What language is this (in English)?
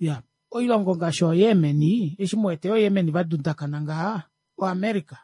Kuanyama